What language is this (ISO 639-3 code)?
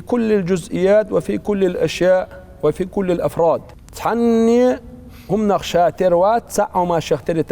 che